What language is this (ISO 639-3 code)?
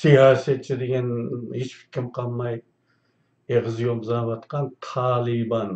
uig